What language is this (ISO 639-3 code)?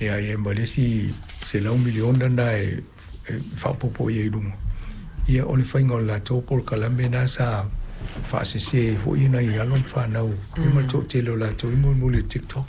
smo